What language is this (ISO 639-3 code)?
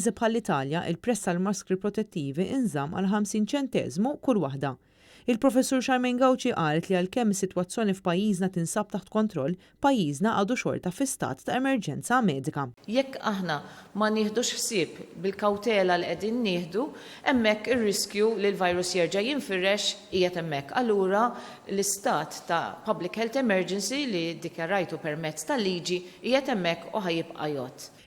mlt